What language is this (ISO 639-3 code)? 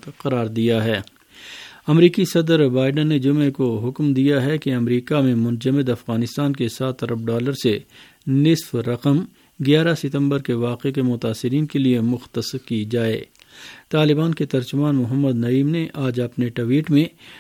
urd